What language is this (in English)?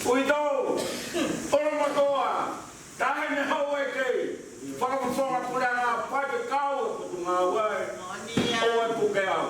Tongan